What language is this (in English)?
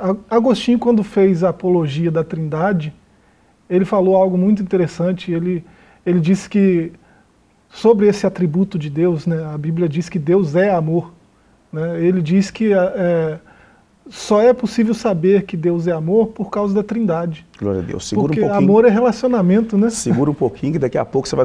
Portuguese